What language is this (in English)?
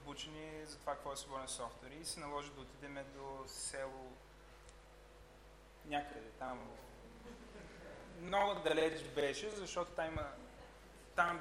Bulgarian